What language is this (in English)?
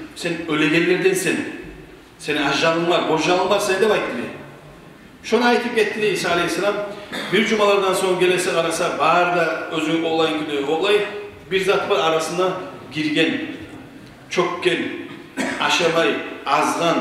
Kumyk